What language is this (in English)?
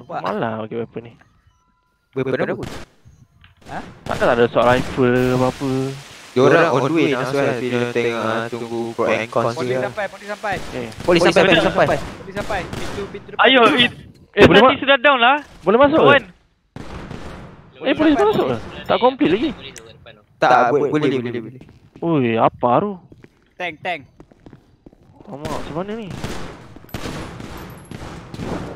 Malay